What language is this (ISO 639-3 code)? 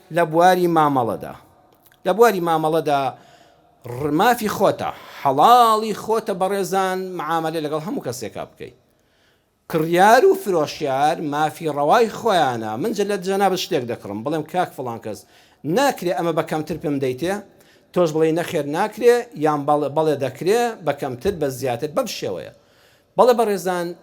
ckb